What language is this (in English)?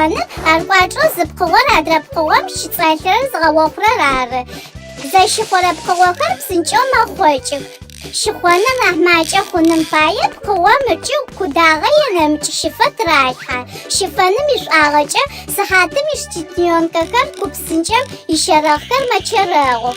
Adyghe